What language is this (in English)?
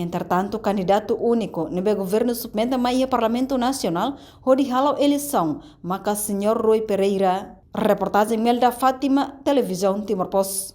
Tetum